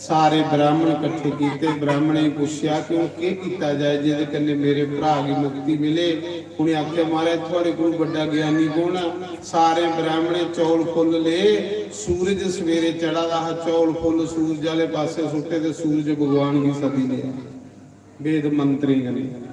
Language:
Dogri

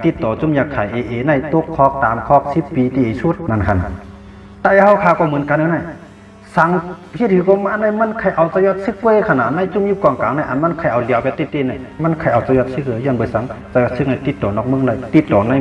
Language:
Shan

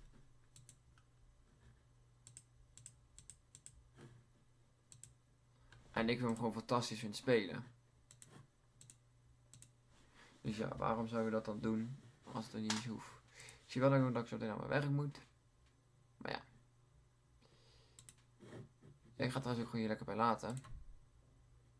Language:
Dutch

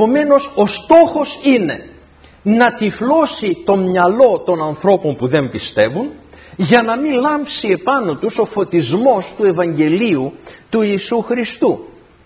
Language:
Greek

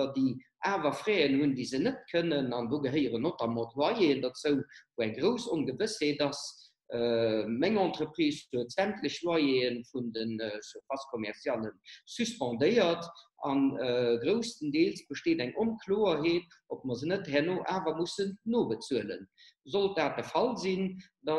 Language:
Luxembourgish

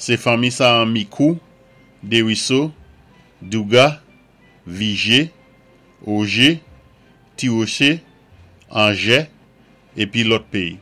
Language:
Saint Lucian Creole French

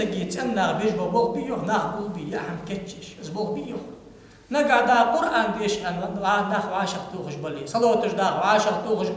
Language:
Ingush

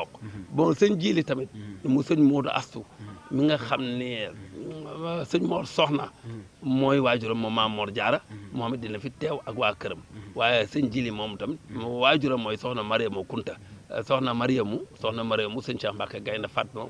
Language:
Wolof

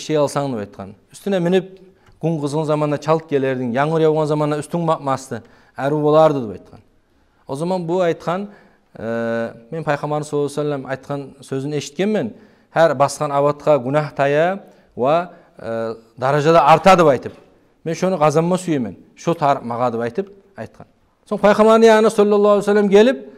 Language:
Kumyk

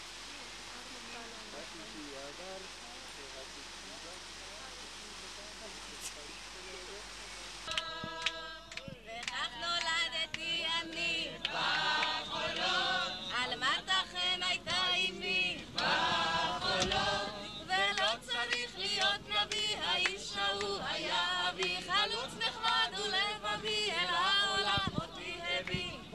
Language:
Hebrew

